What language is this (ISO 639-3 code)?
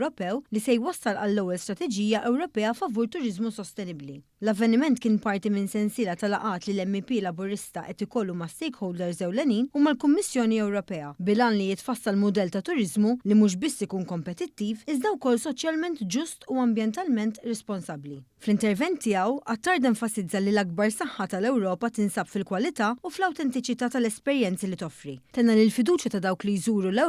mlt